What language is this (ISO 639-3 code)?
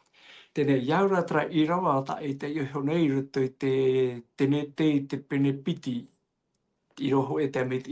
tah